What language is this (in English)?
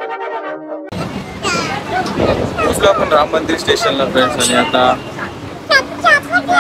Marathi